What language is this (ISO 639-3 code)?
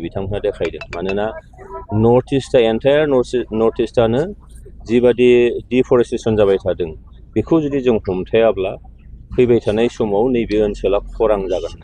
brx